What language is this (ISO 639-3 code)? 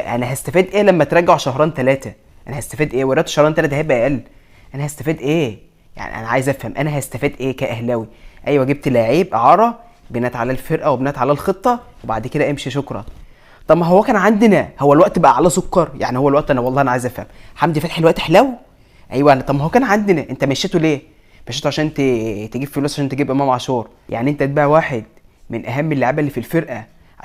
arz